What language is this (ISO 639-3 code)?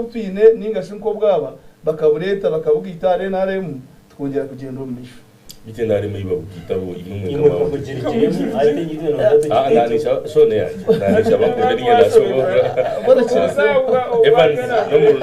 nyn